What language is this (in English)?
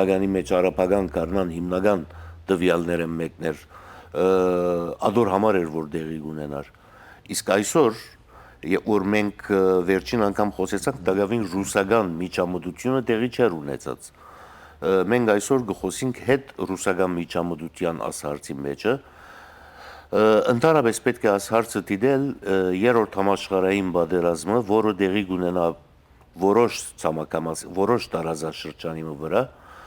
Western Armenian